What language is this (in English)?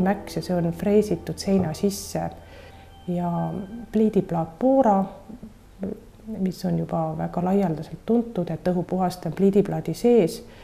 Estonian